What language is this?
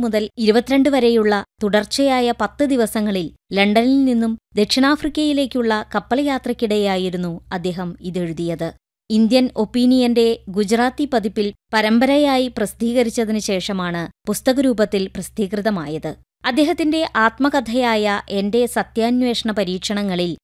Malayalam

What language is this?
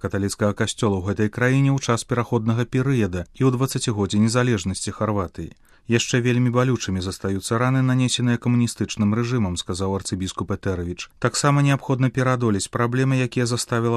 Belarusian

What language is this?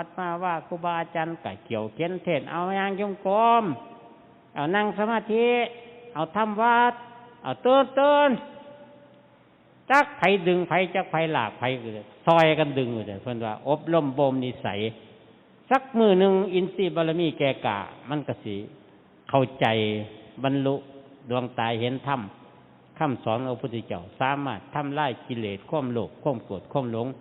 Northeastern Thai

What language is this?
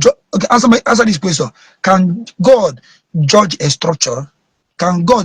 Igbo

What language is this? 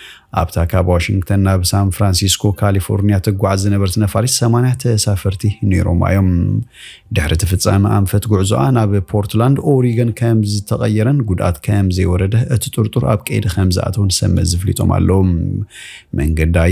Tigrinya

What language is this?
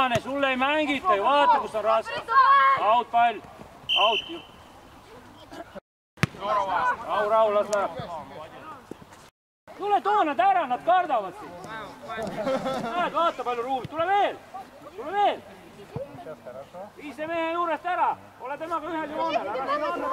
Estonian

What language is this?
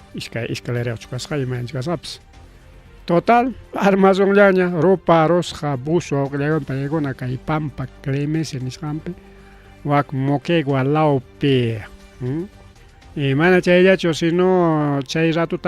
Ayacucho Quechua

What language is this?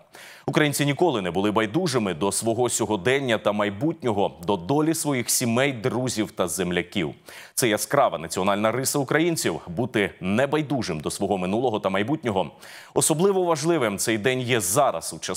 Ukrainian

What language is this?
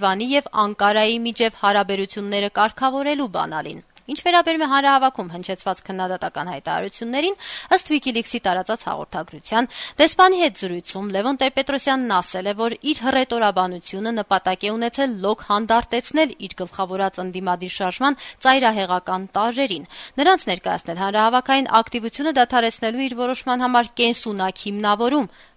Armenian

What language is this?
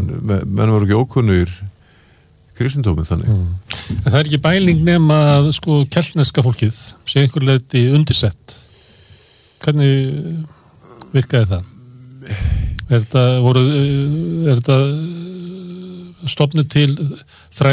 Icelandic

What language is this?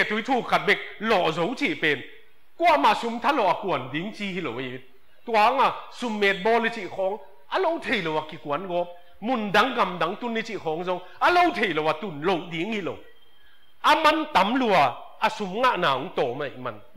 Tedim Chin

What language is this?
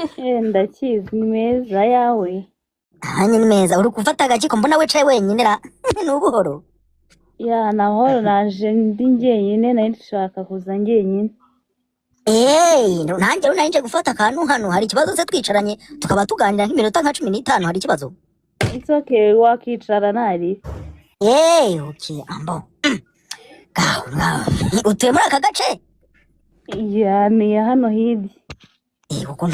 Kinyarwanda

